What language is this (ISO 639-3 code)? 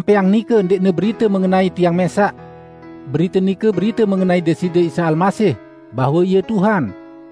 sas